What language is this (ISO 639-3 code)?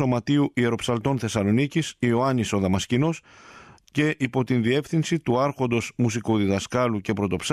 ell